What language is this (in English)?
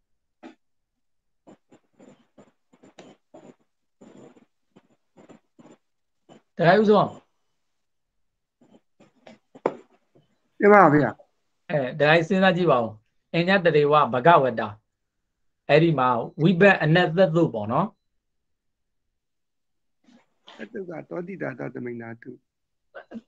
Burmese